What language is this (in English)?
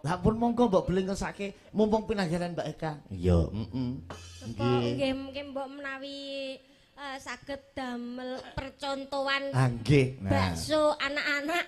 Javanese